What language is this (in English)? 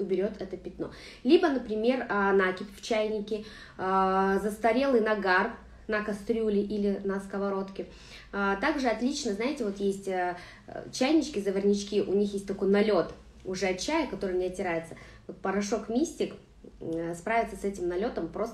Russian